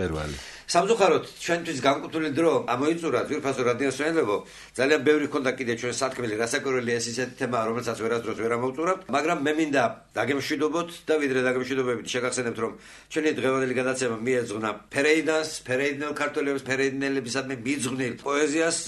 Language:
Georgian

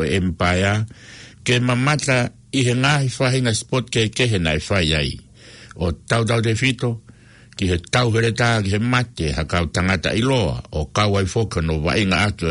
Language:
Tongan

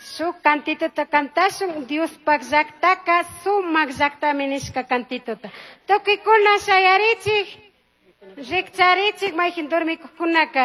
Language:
Chimborazo Highland Quichua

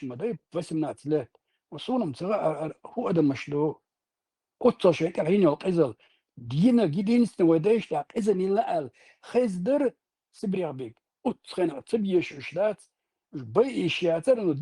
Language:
Chechen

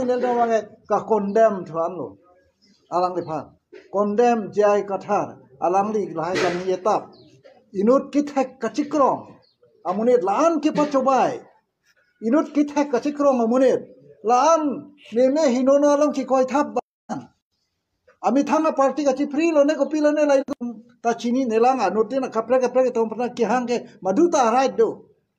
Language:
Karbi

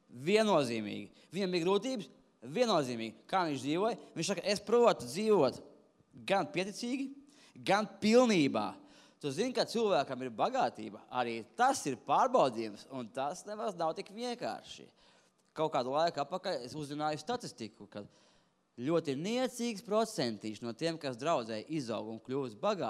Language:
Latvian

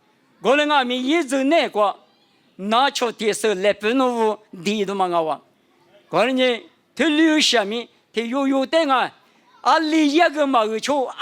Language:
Lisu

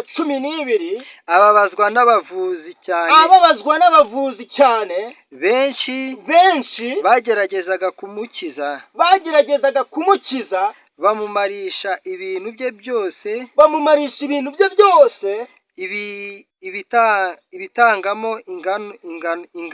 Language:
Kinyarwanda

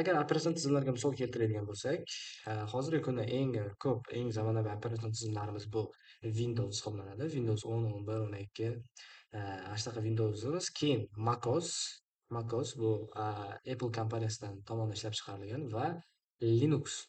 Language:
Uzbek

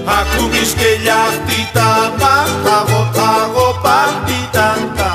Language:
South Bolivian Quechua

